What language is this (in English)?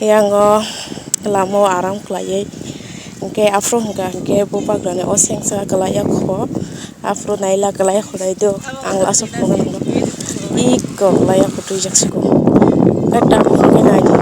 Kok Borok